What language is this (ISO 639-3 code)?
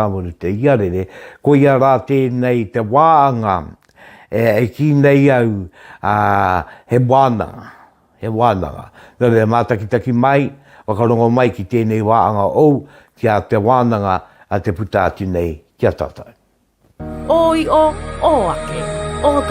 mri